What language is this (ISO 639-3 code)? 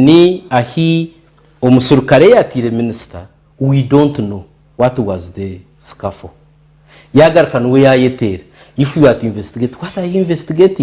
nyn